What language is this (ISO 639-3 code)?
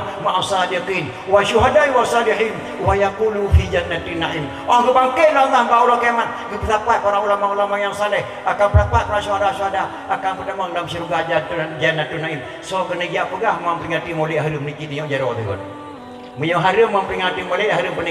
ace